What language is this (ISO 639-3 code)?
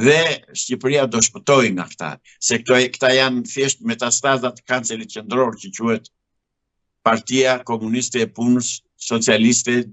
sqi